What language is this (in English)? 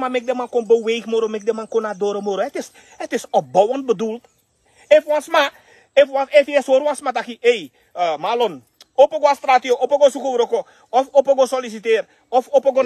Sranan Tongo